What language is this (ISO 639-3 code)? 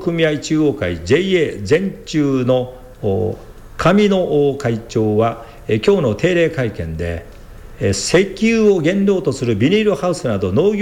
jpn